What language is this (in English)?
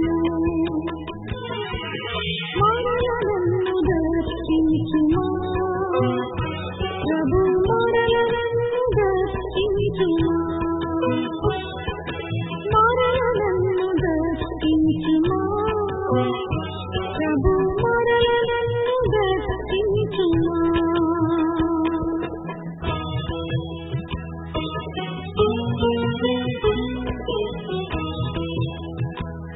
Telugu